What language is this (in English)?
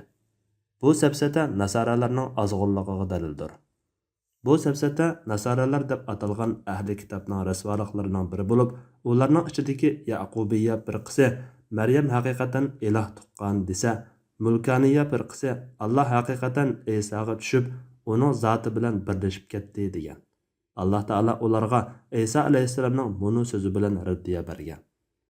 Uyghur